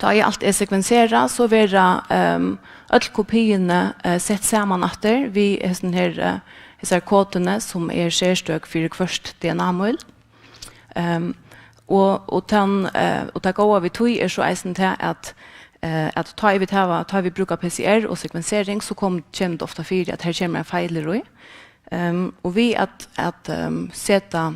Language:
Faroese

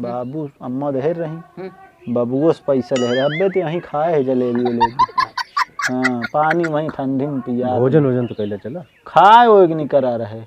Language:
Awadhi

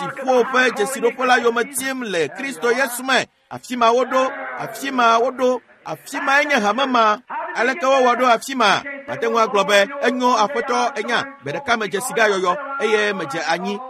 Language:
Ewe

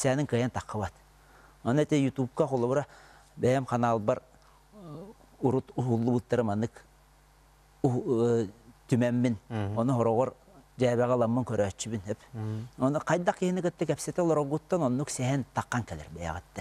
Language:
Yakut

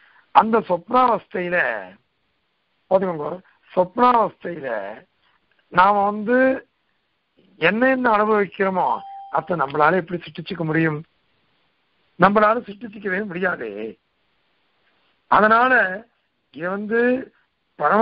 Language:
Tamil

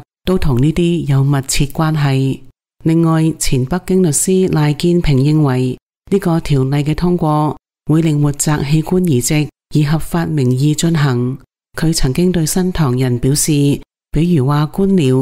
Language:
Cantonese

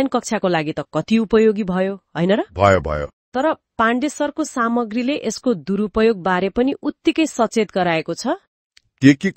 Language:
Nepali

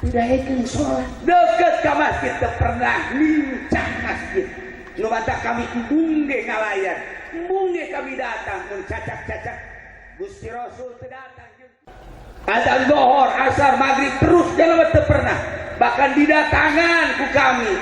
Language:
Sundanese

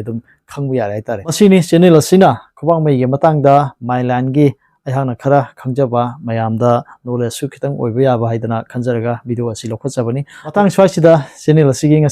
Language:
Manipuri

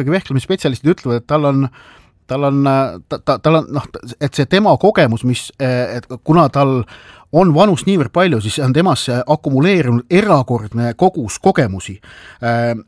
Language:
Estonian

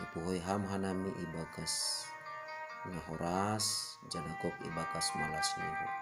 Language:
Batak Simalungun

